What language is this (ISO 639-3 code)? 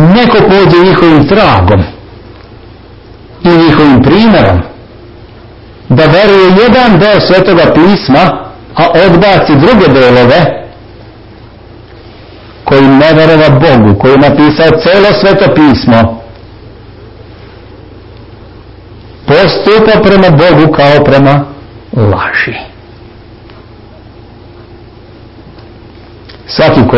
srp